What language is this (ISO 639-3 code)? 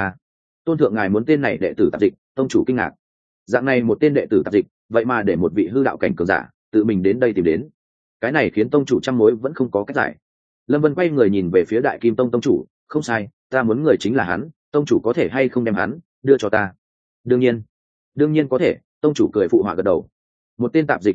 vie